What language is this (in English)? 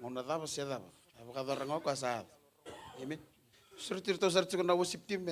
Fijian